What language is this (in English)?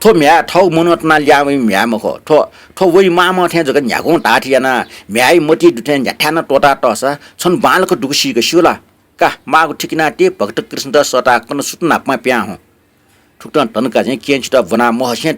Newari